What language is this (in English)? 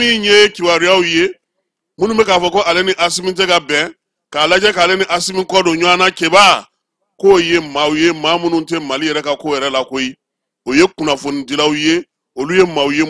Bambara